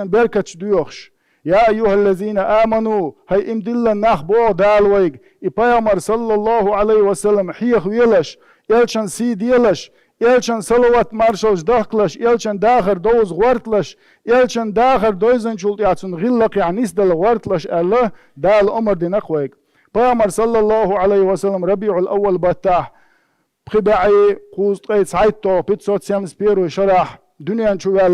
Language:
Chechen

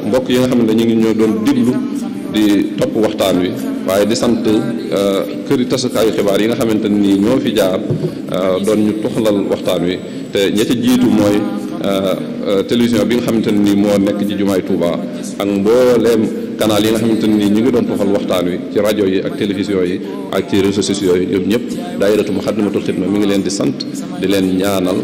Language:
Wolof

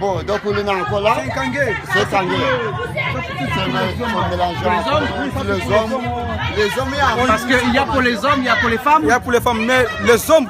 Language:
Réunion Creole French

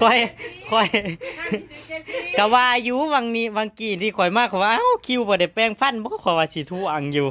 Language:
Northeastern Thai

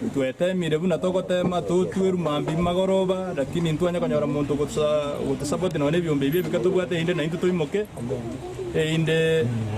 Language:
Gusii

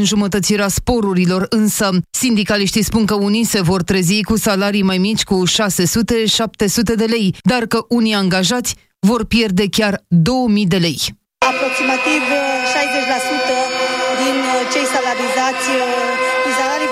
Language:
Romanian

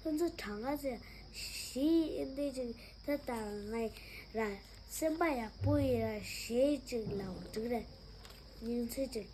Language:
Tibetan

